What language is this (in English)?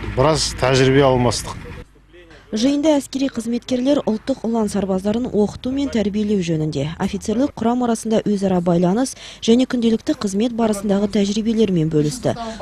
Kazakh